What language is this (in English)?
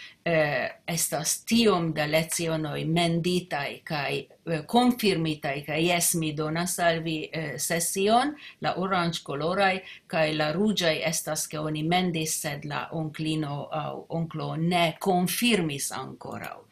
Esperanto